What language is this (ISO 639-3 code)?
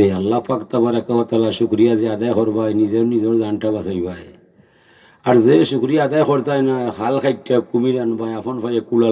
syl